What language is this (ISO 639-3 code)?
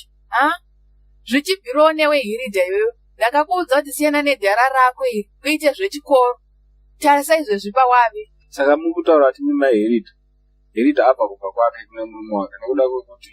sna